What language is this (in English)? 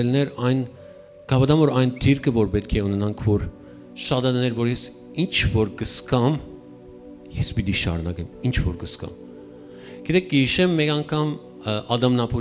Western Armenian